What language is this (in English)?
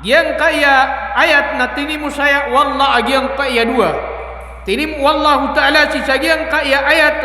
Maranao